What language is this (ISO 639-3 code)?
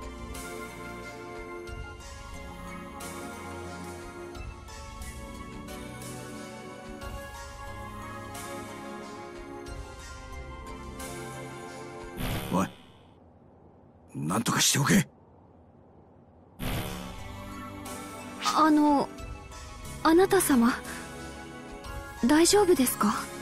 jpn